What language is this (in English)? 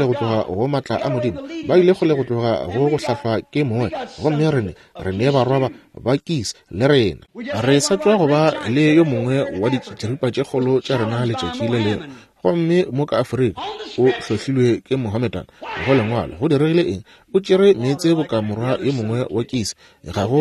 Northern Sotho